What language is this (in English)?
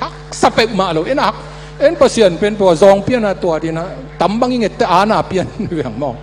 Tedim Chin